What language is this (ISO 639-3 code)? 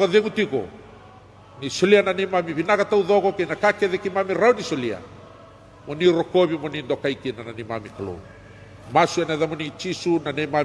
fij